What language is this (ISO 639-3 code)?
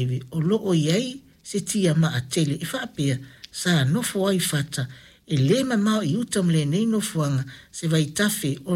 smo